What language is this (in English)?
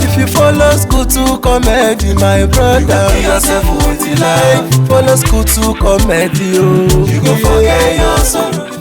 Nigerian Pidgin